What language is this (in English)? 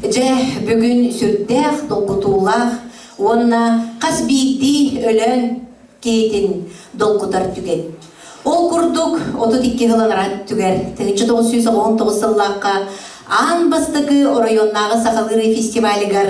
Yakut